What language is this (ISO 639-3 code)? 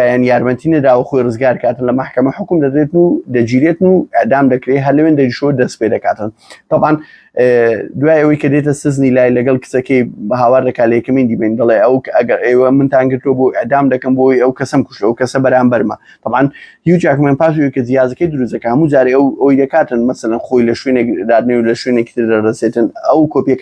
ckb